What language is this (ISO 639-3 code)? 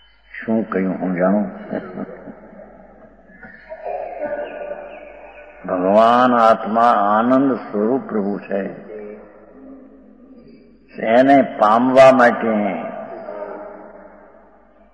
guj